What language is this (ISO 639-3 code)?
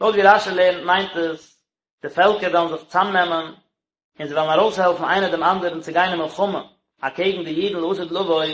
yid